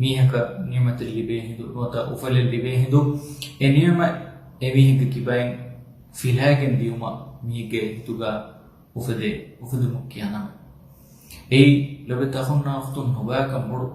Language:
Divehi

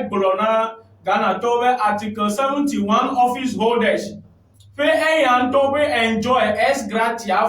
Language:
Ewe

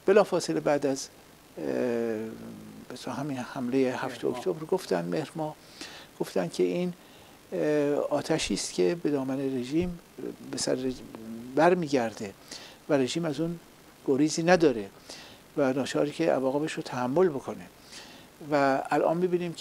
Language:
Persian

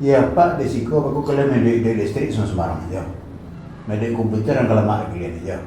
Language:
Minangkabau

